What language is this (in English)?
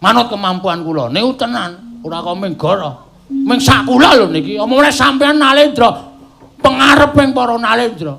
Javanese